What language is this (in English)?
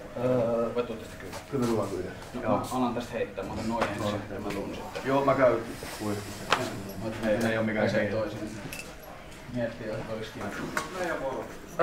Finnish